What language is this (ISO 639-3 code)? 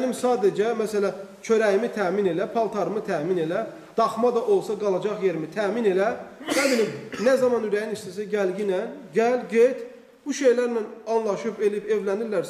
aze